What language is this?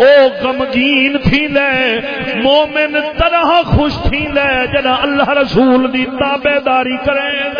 Saraiki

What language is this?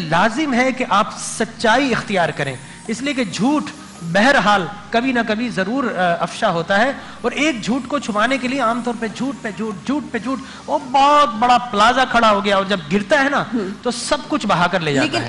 Urdu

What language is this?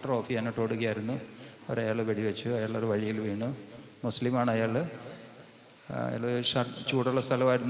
Malayalam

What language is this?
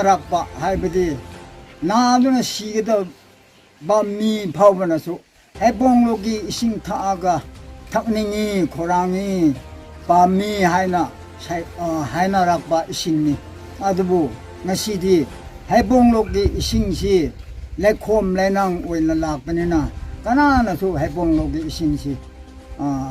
Manipuri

